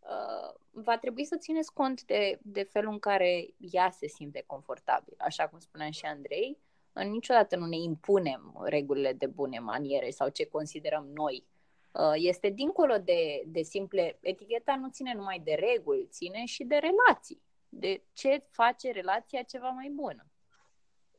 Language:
Romanian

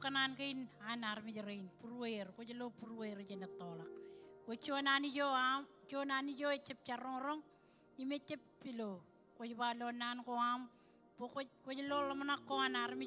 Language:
Marshallese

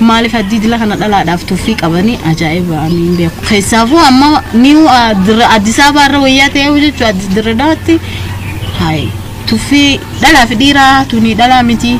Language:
Oromo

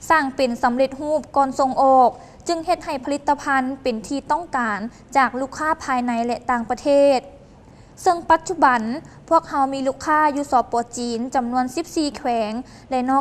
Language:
Lao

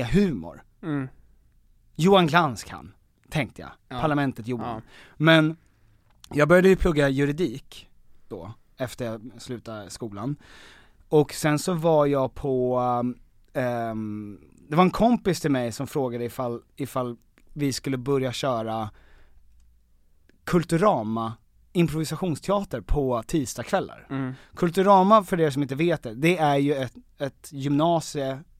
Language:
Swedish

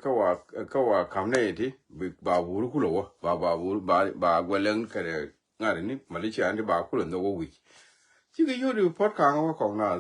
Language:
Nuer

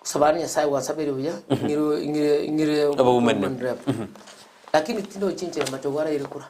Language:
Gusii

